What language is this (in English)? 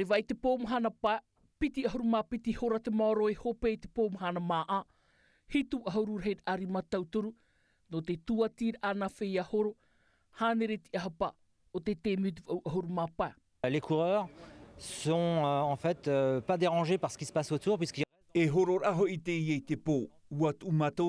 Tahitian